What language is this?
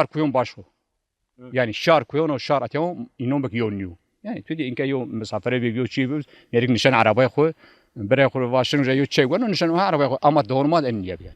Zaza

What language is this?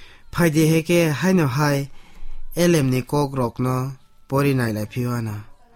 Kok Borok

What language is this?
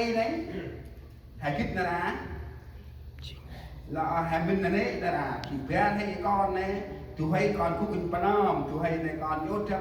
Central Mnong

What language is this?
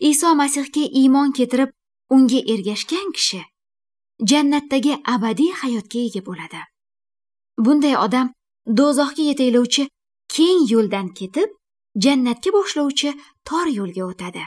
Uzbek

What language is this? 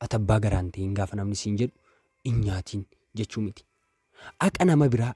Oromo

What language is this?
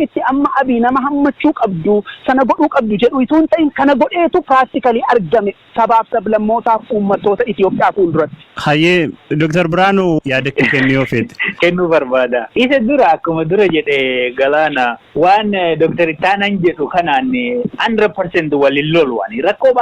Oromo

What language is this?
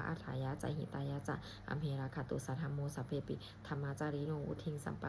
Pali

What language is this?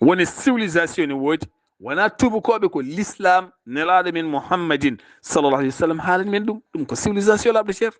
Fula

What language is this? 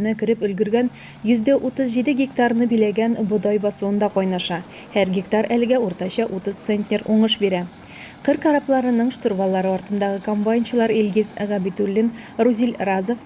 Tatar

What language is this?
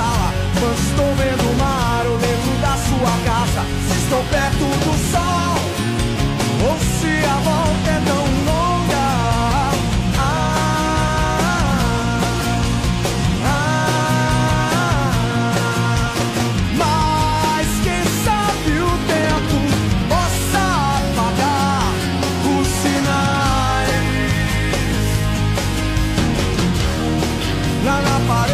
Portuguese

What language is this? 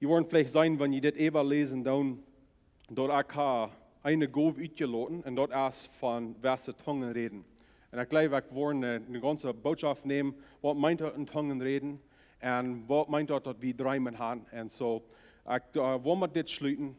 Plautdietsch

